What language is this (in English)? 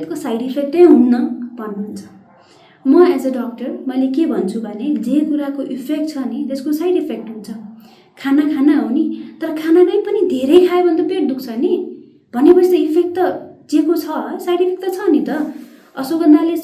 Nepali